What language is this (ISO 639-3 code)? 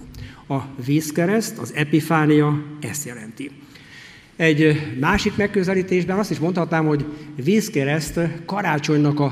hun